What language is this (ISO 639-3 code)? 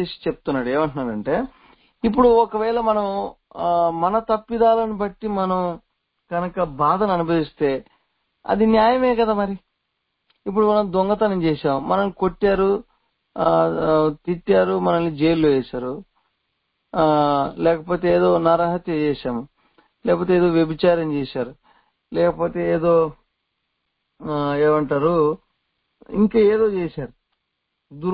tel